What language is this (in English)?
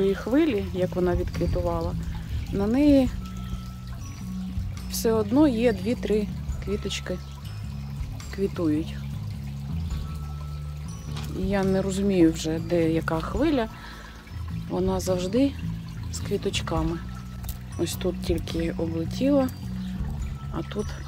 Ukrainian